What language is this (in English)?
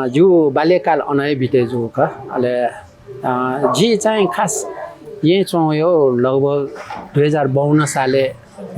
Newari